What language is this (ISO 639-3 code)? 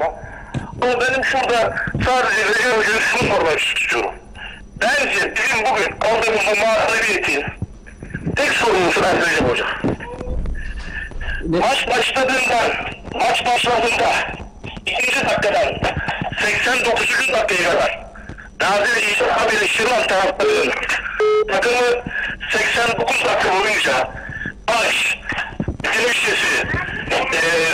tur